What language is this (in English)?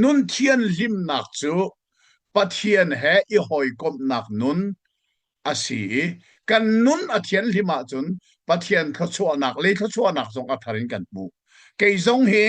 Hakha Chin